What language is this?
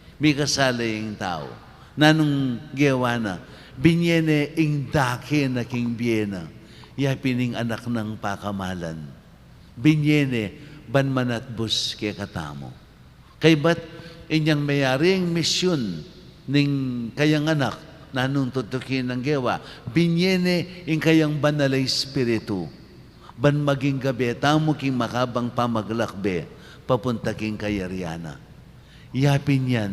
Pampanga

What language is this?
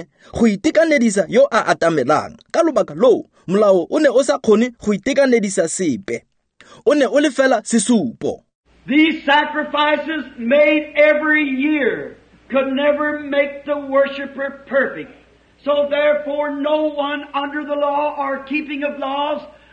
Tswana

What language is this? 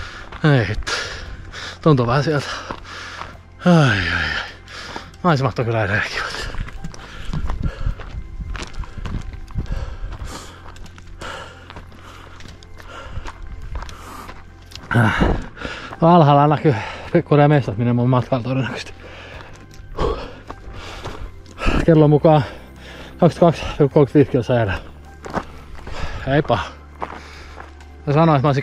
Finnish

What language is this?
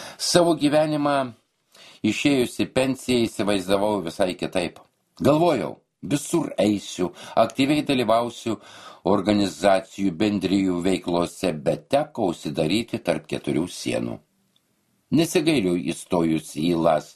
Lithuanian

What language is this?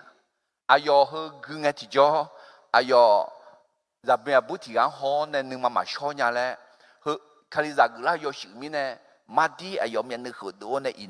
Akha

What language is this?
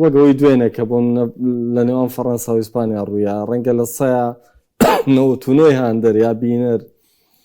Central Kurdish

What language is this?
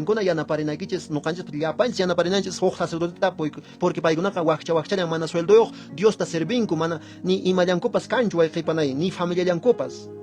Quechua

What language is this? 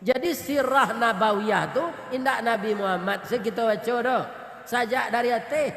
Minangkabau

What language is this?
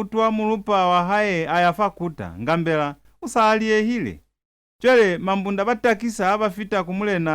Lozi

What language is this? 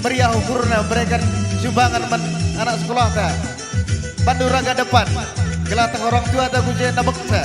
Batak Karo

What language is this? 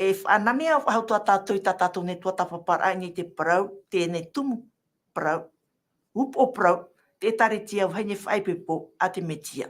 Tahitian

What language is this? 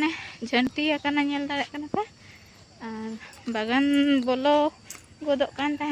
Santali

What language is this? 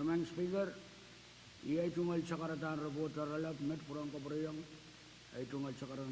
Pohnpeian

